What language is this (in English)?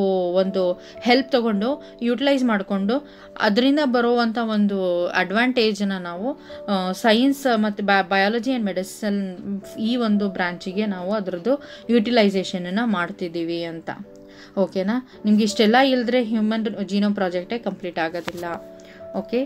Kannada